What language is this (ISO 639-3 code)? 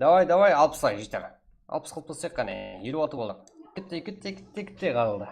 kaa